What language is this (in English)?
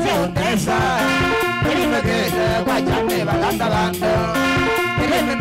Kamba